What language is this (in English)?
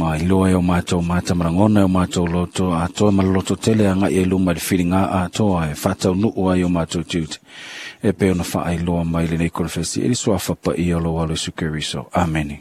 Samoan